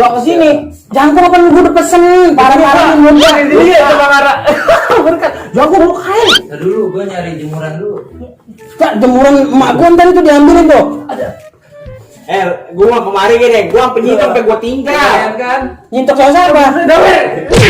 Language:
Betawi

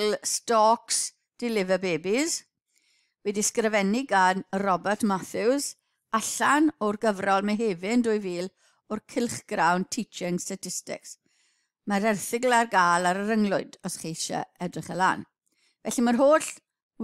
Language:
Welsh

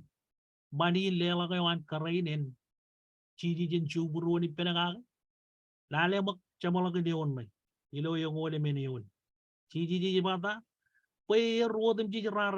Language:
Marshallese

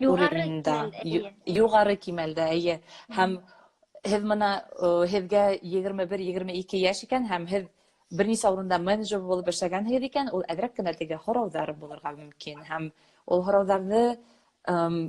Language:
Bashkir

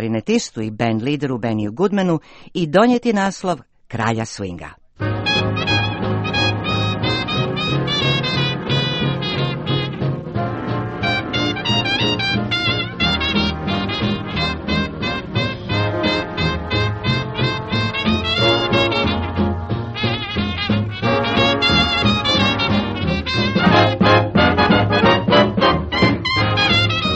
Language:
Croatian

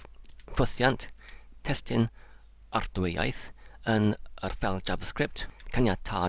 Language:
Welsh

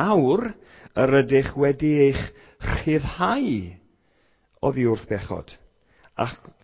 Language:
Welsh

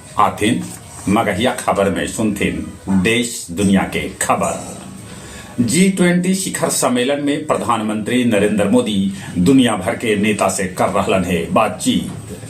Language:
Magahi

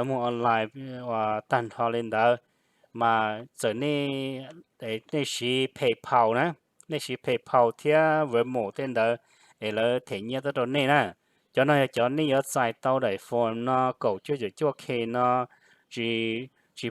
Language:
Hmong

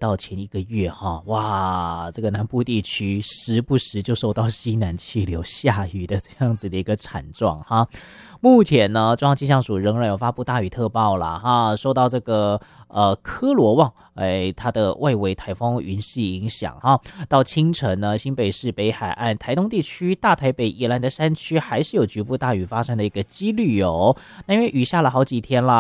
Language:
Chinese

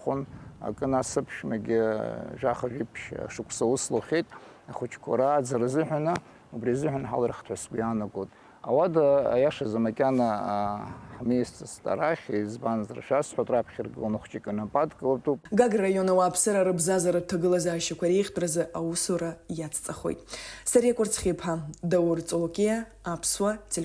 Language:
Abkhazian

